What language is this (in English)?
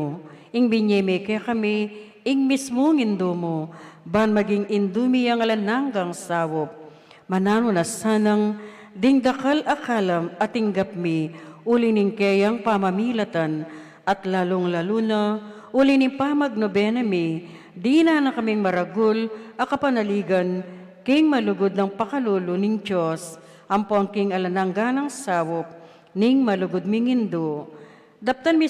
Pampanga